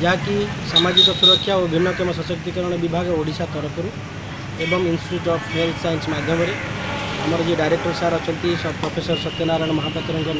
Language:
Odia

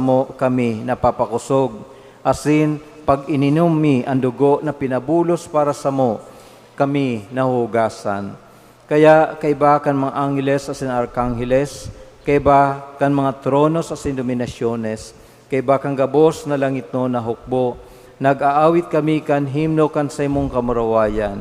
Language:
Bikol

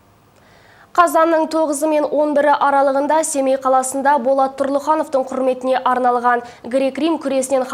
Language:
Kazakh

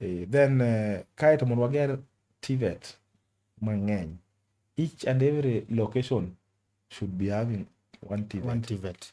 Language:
Luo (Kenya and Tanzania)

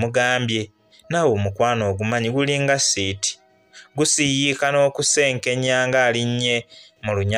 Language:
Ganda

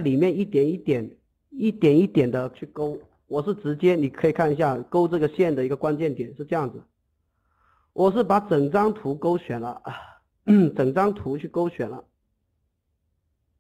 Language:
Chinese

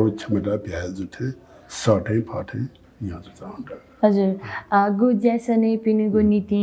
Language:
Newari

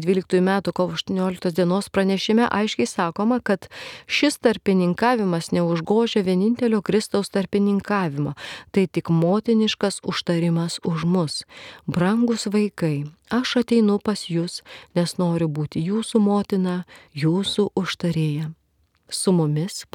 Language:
Lithuanian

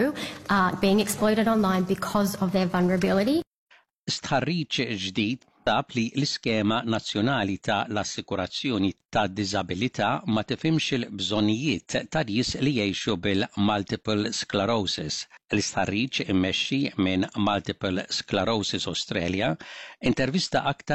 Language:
Maltese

